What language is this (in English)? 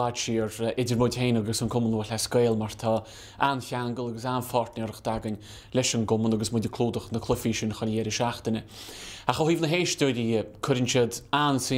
Irish